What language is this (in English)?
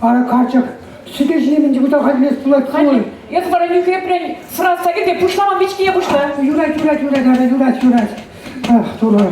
Chuvash